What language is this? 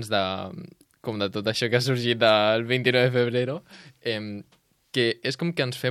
Catalan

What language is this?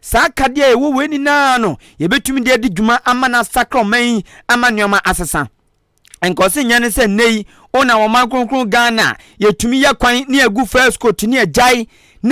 Akan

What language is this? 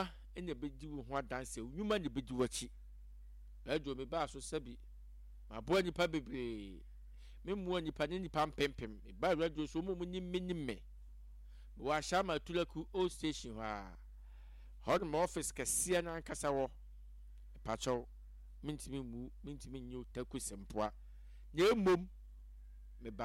Akan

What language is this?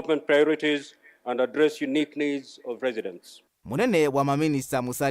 Kamba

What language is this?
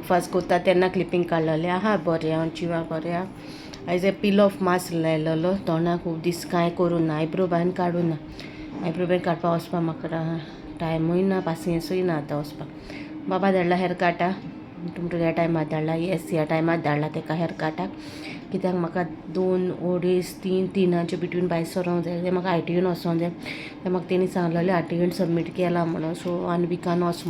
Konkani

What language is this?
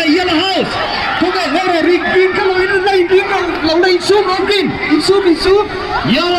Mizo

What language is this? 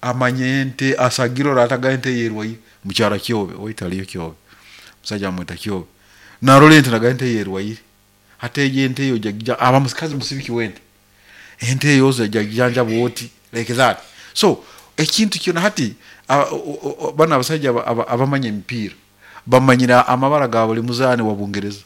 Nyoro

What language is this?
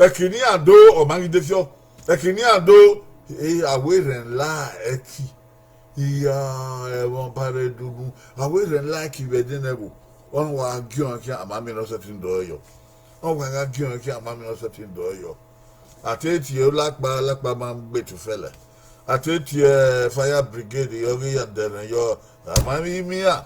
Bini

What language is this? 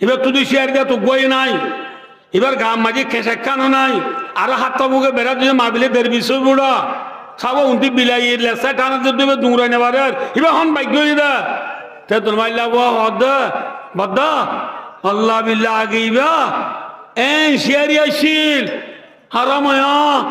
Rohingya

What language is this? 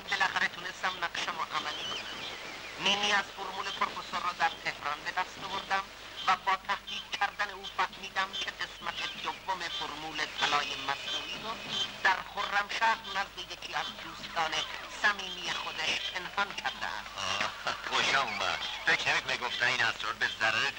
Persian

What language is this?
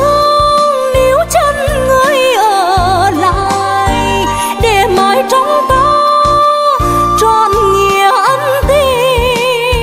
Vietnamese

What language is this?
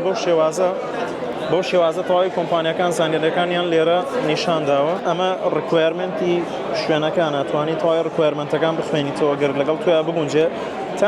Central Kurdish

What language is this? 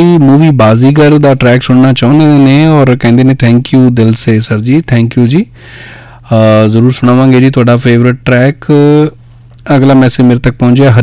Punjabi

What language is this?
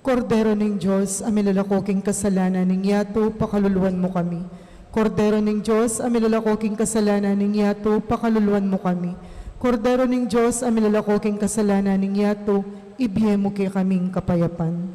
Pampanga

